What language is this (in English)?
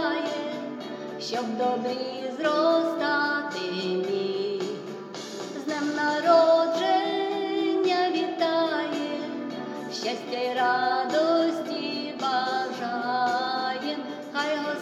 Ukrainian